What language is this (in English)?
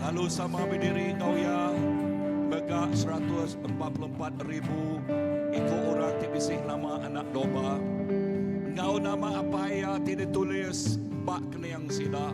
Iban